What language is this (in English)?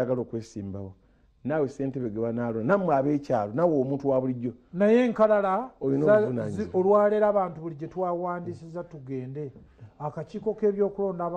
Ganda